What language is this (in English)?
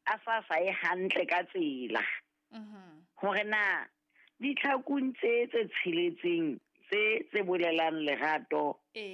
Southern Sotho